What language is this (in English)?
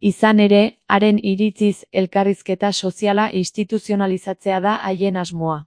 Basque